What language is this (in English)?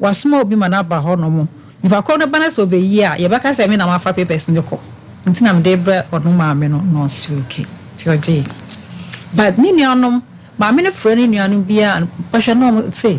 Akan